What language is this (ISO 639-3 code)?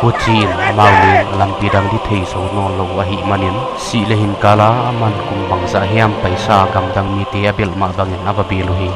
pck